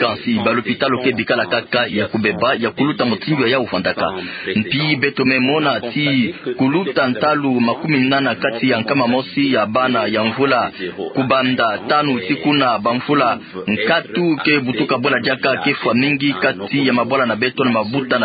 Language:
Kituba (Democratic Republic of Congo)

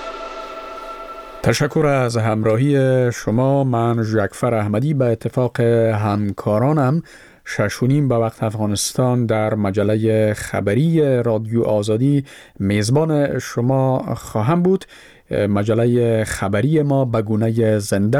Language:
Persian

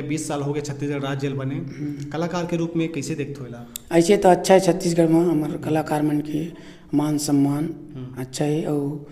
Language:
Chhattisgarhi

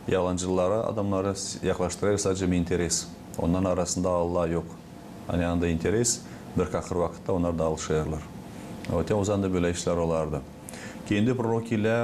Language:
Gagauz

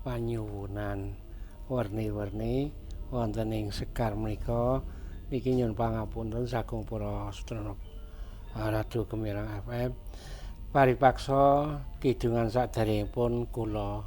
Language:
Javanese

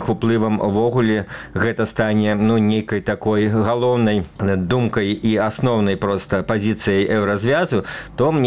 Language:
Belarusian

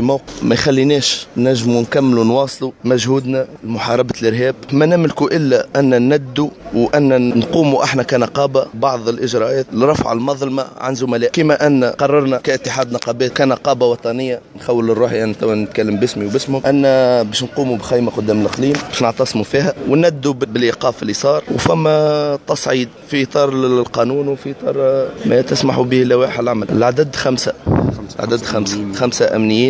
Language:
Tunisian Arabic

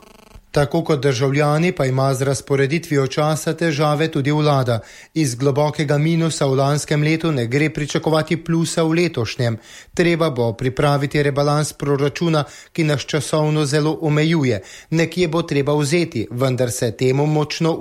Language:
Slovenian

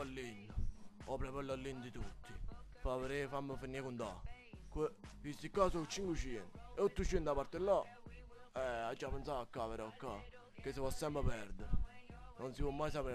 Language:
Neapolitan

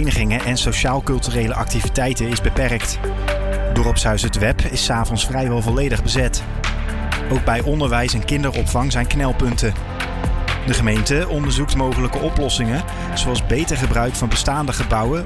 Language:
Dutch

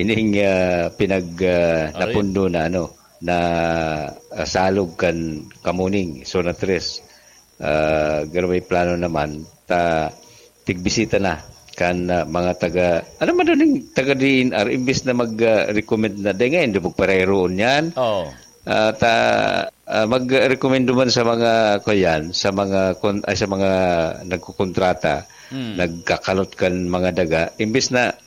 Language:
Bikol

